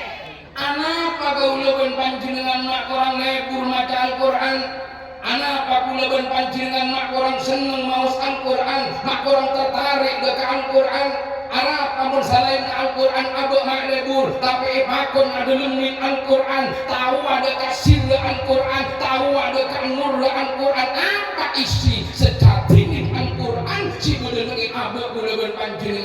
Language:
Madurese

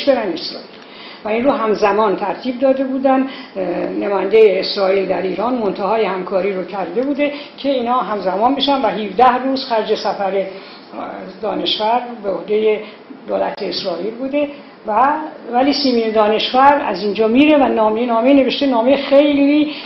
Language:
Persian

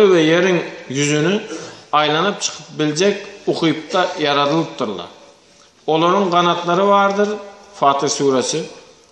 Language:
Turkmen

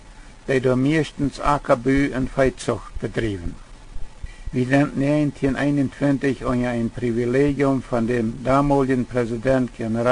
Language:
Plautdietsch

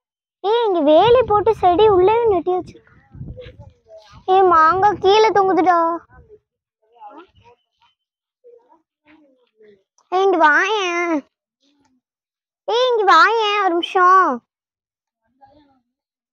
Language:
Tamil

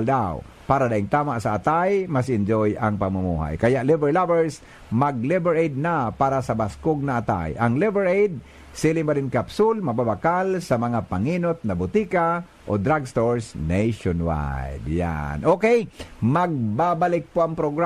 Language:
Bikol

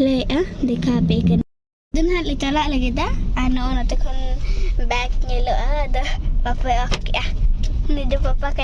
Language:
Santali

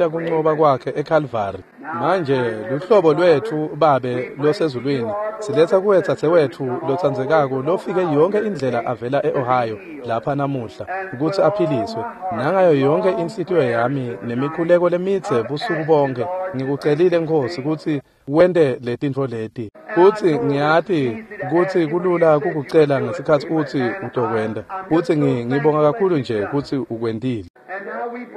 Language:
Swati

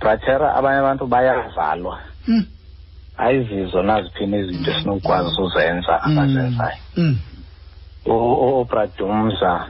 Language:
Xhosa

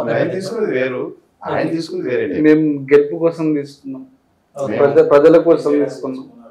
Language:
Telugu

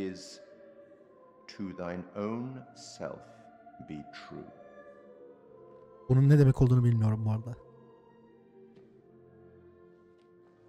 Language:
Turkish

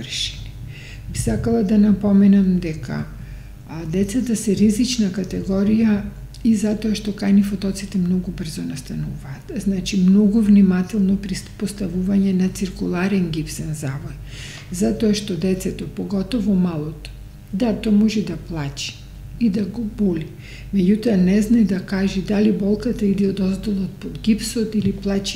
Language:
Macedonian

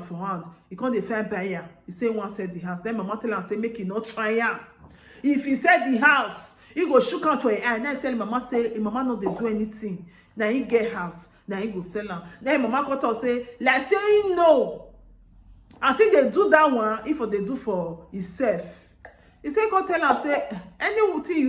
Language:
Nigerian Pidgin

